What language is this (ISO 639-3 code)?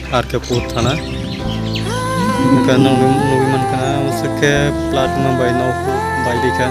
trp